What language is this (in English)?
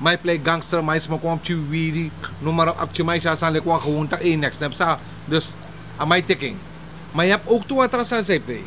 Sranan Tongo